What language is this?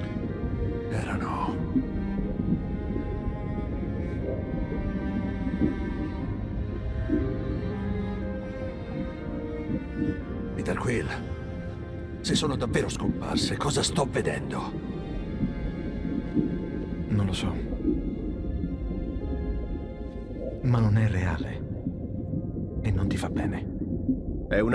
Italian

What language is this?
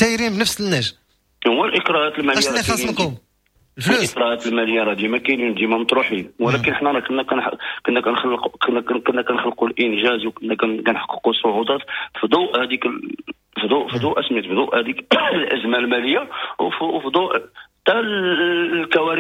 Moroccan Arabic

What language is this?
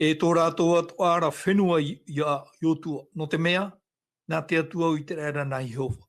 Tahitian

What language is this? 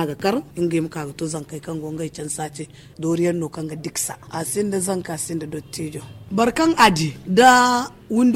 Zarma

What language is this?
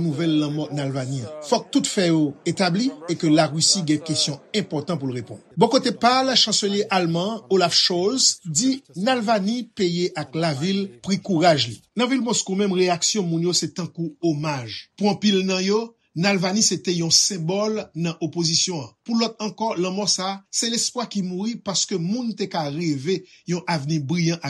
Haitian Creole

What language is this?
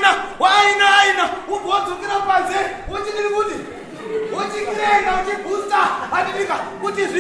Shona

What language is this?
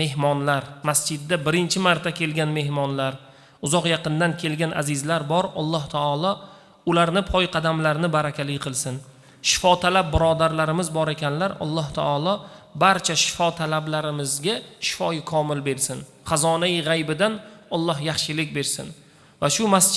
Uzbek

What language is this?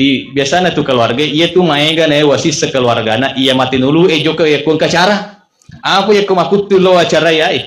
Buginese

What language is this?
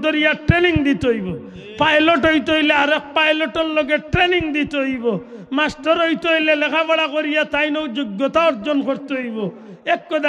Sylheti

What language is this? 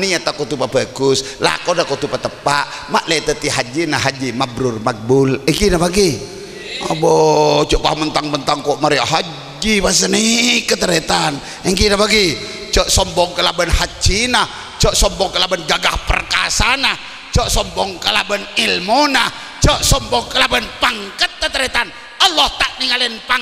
Madurese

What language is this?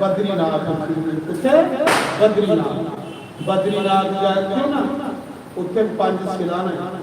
Dogri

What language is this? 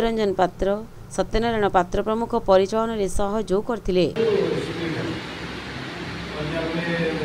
Odia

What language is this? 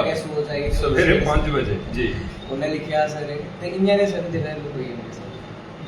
Dogri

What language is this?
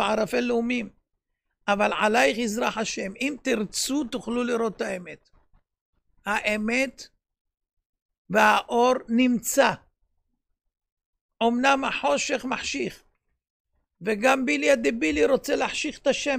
Hebrew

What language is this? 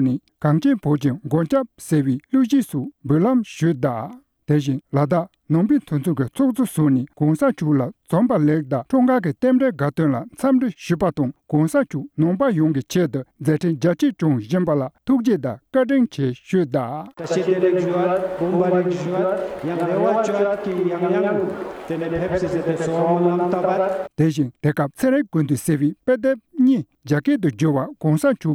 Tibetan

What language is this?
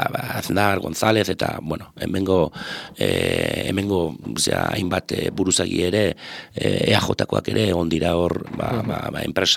Basque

